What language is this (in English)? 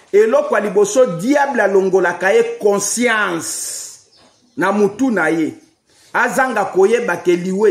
Lingala